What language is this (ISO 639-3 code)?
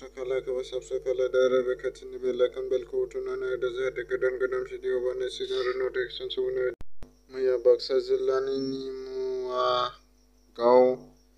brx